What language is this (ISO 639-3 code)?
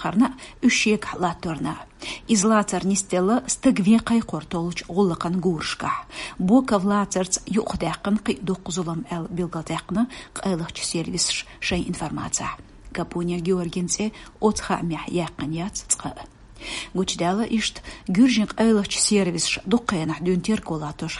che